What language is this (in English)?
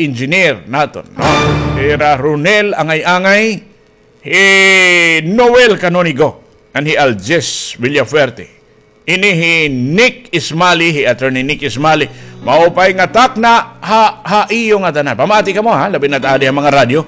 Waray